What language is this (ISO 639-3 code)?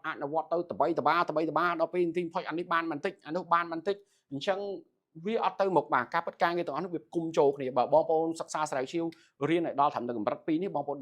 khm